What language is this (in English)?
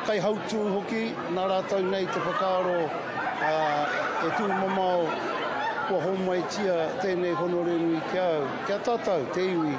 Māori